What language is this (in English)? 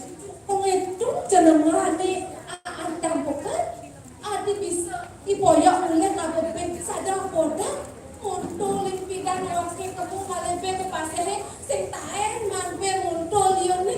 Balinese